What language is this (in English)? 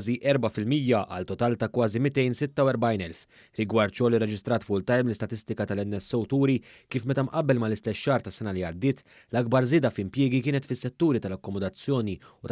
Maltese